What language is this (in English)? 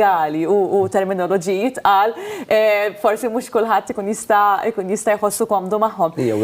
Maltese